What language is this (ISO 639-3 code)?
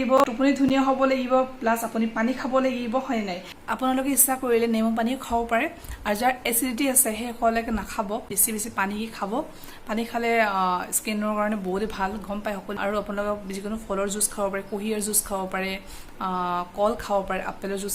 asm